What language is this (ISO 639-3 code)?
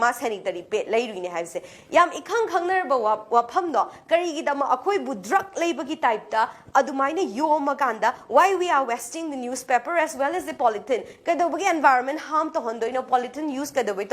mni